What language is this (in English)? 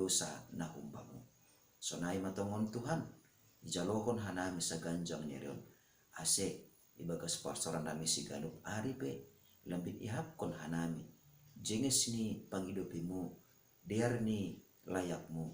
Batak Simalungun